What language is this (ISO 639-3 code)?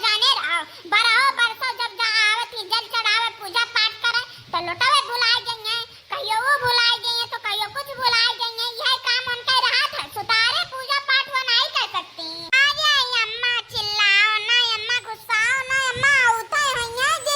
awa